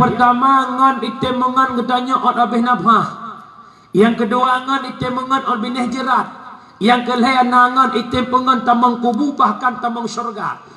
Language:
Achinese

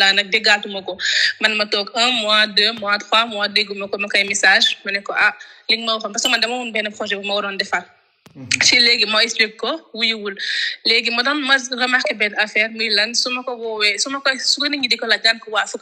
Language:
Wolof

